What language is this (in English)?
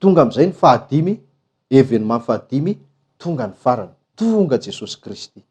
Malagasy